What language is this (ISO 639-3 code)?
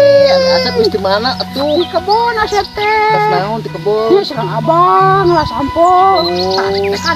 sun